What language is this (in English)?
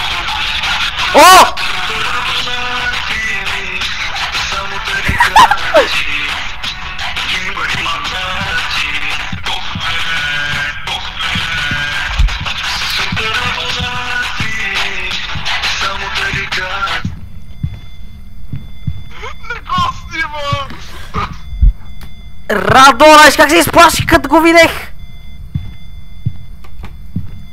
Bulgarian